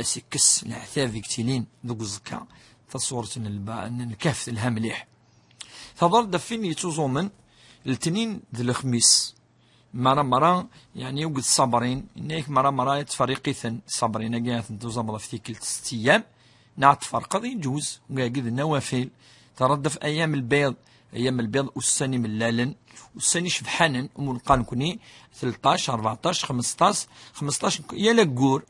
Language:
Kabyle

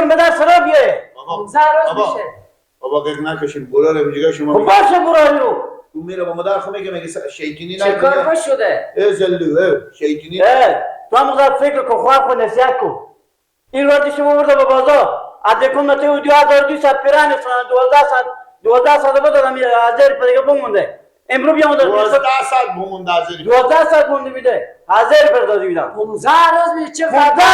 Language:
Persian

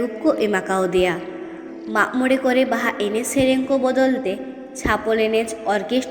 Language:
Santali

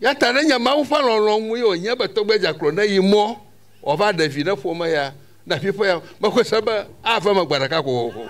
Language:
Ewe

